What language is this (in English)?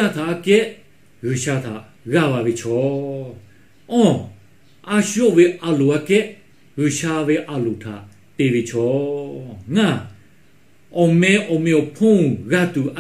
Lahu